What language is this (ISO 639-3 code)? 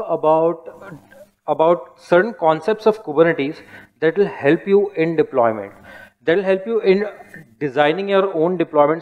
eng